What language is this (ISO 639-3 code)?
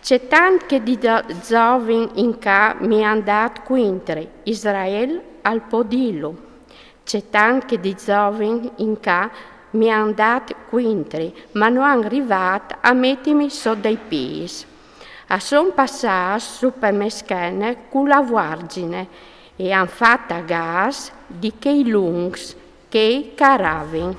fur